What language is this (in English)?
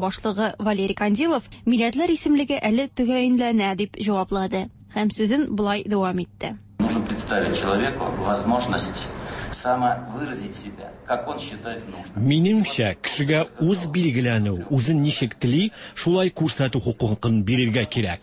Tatar